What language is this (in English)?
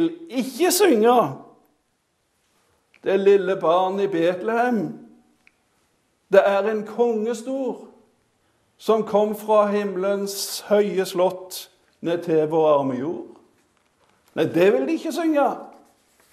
Norwegian